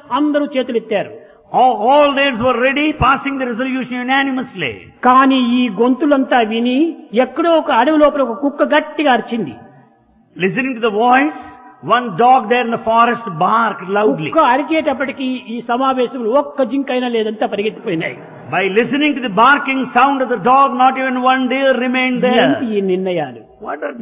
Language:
Telugu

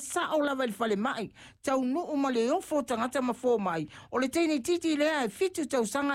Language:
Samoan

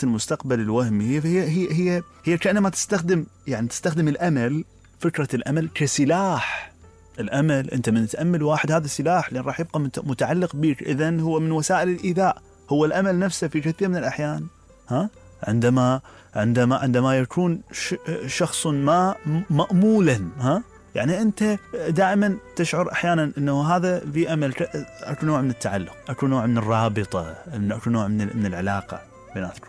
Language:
Mesopotamian Arabic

